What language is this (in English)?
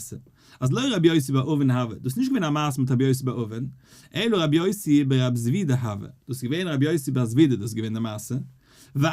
Yiddish